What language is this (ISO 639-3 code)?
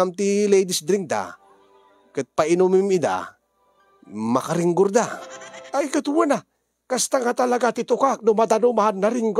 ilo